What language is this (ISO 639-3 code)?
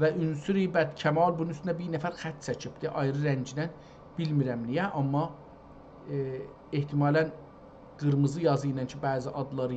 azb